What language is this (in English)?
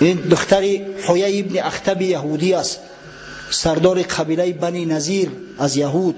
Tajik